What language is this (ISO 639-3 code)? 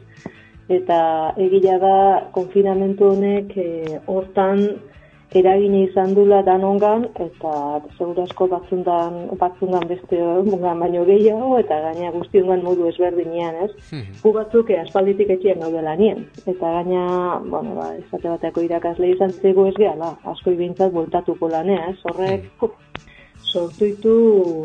eus